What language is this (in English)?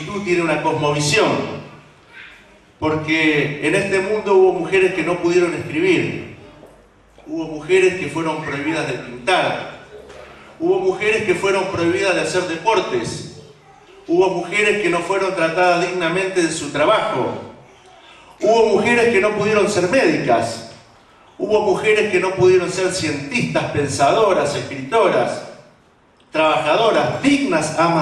Spanish